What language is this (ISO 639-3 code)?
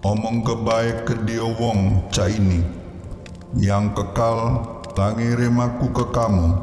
mui